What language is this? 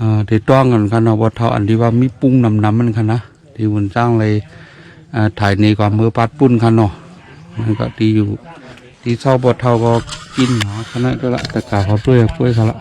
Shan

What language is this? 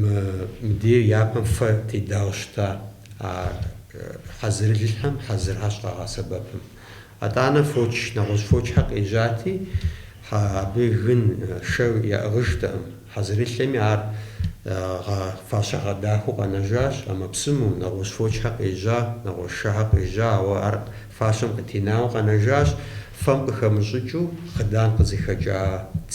Kabardian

